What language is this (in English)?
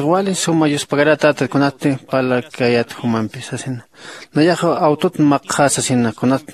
Aymara